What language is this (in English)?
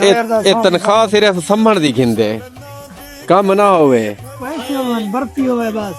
Saraiki